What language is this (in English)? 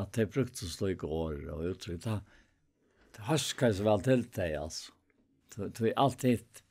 Faroese